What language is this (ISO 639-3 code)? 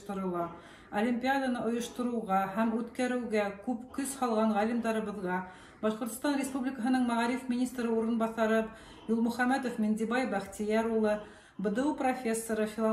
bak